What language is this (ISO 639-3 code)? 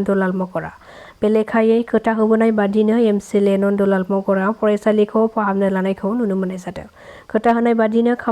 brx